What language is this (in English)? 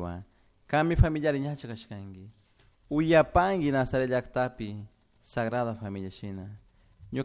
Chimborazo Highland Quichua